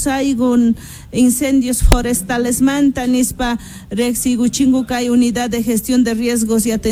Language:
South Bolivian Quechua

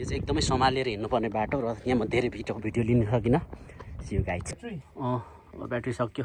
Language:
Nepali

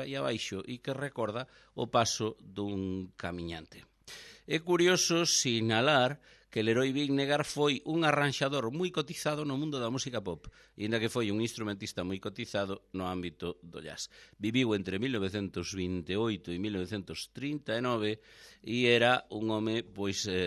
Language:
Galician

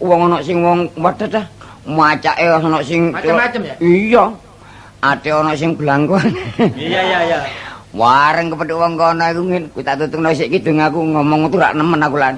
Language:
Javanese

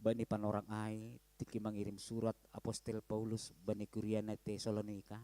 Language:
Batak Simalungun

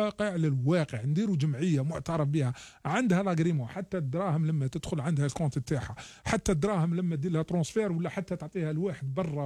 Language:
Algerian Arabic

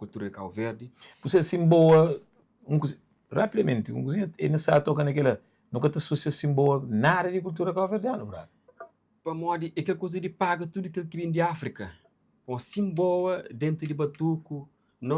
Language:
Kabuverdianu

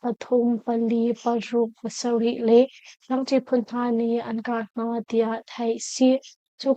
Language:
Hakha Chin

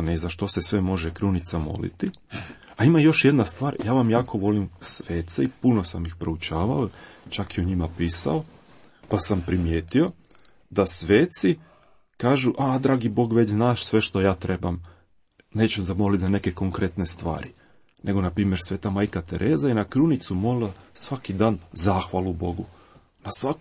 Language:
Croatian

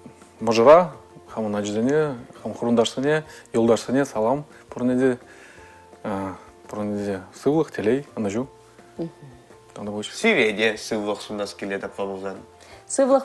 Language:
Chuvash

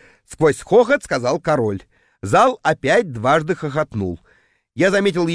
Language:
Russian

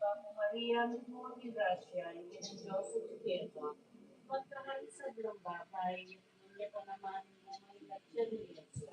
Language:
Pampanga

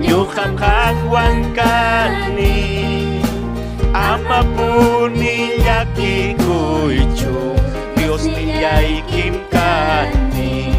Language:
Ayacucho Quechua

